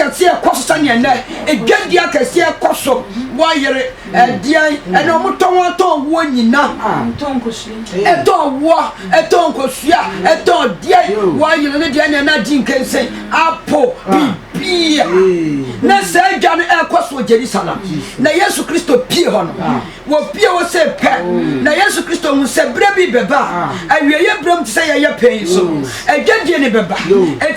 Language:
Akan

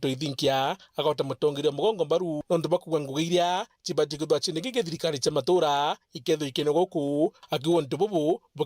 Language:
Meru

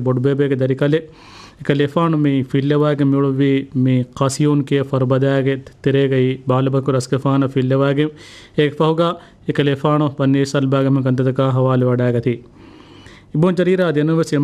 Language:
Divehi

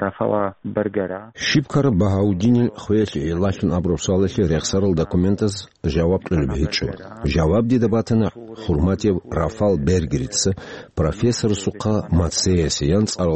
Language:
Avaric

